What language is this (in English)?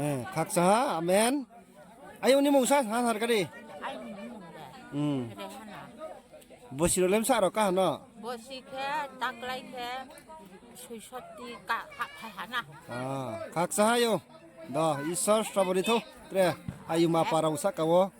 Riang (India)